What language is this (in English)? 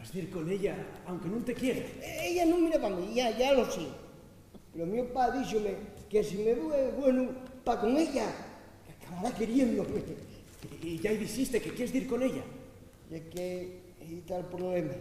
Asturian